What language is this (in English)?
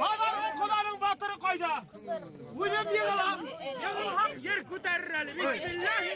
Bashkir